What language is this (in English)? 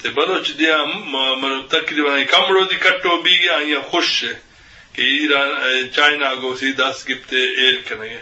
Eastern Balochi